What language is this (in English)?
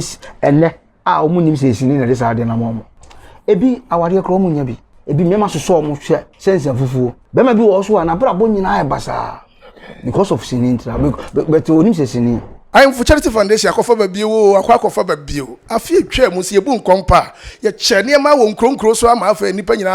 Akan